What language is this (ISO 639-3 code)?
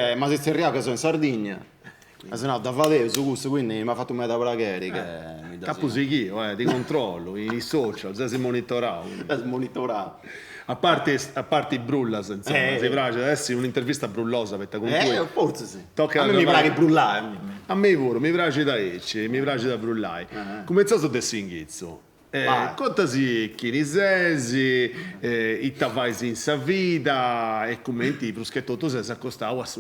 srd